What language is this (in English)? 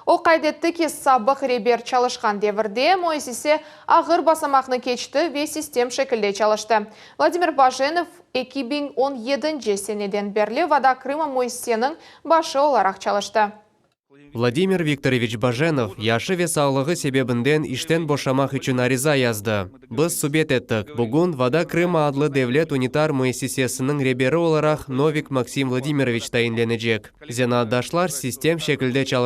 Crimean Tatar